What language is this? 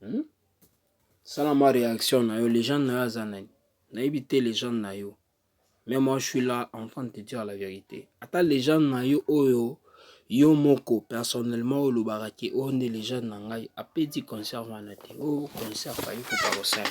Lingala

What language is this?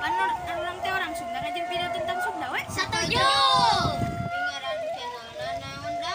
Sundanese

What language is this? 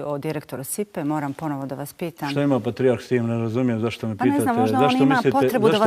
Bosnian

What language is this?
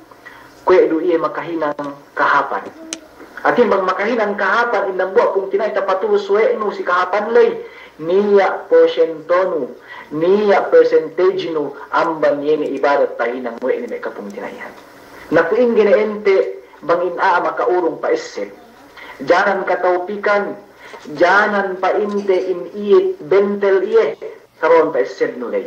Yakan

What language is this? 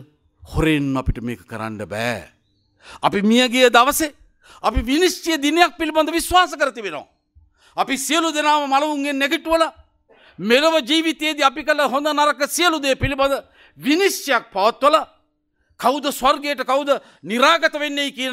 Sinhala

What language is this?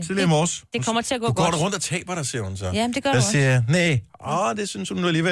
Danish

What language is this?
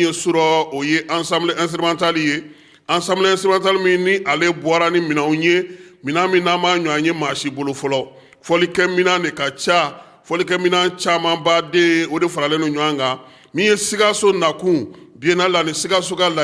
Bambara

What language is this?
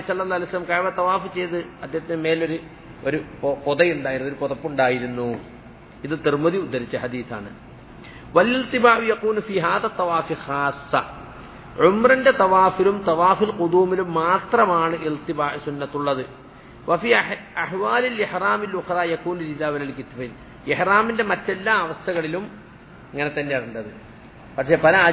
Malayalam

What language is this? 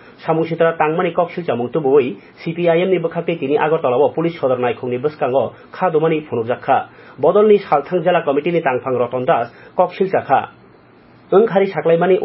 Kok Borok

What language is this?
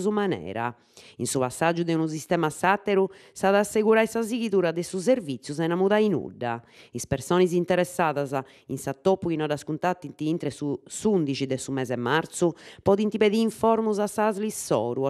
Sardinian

